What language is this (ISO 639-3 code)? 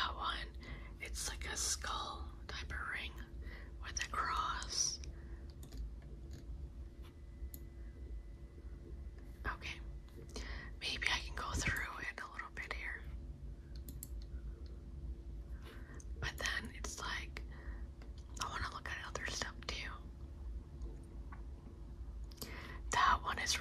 eng